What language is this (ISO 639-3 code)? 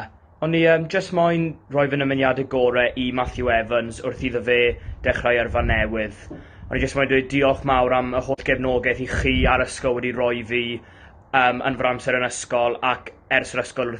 cym